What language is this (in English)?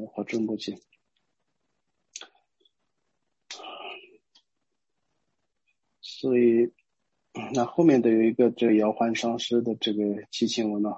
Chinese